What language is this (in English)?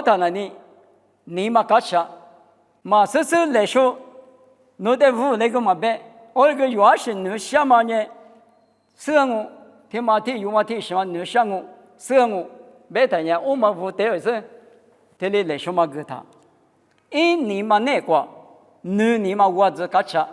Lisu